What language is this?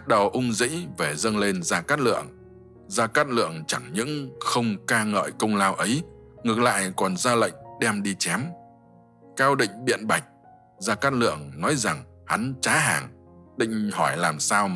Vietnamese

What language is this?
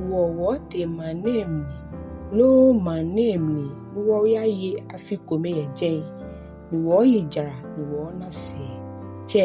Ga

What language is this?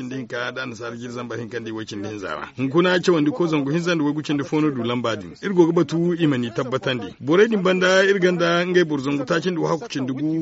Zarma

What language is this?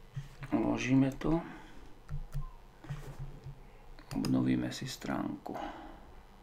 Slovak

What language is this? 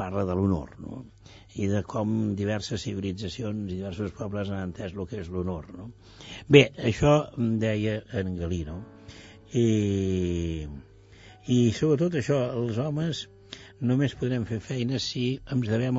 Catalan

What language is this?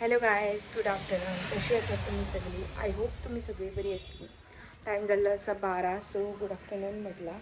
Konkani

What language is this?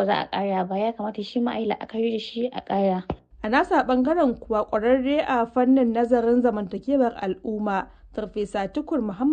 Hausa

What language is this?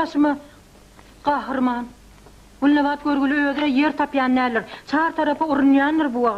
Turkmen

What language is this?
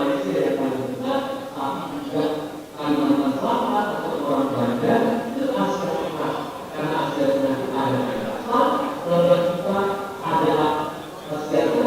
Banjar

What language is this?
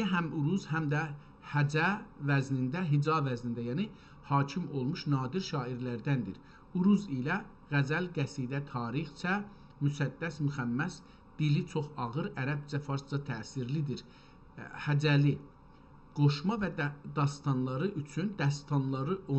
South Azerbaijani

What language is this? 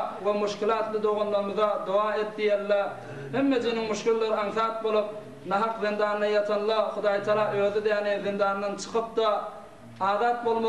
Turkmen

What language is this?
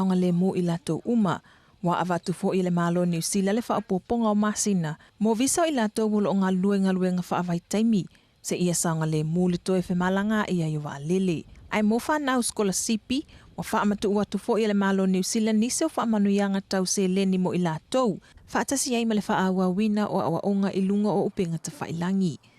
Samoan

